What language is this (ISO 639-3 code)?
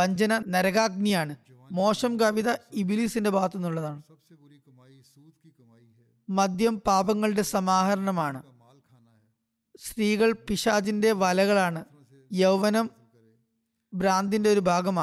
mal